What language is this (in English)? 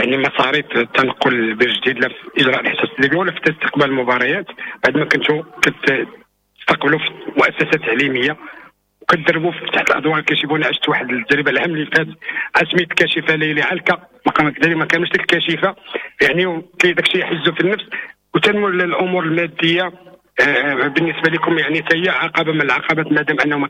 Moroccan Arabic